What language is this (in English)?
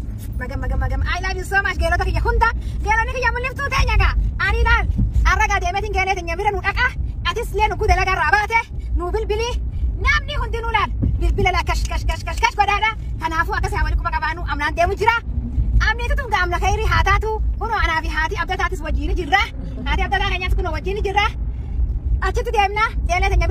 Oromo